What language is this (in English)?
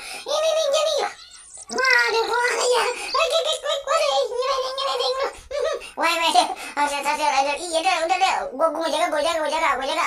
Betawi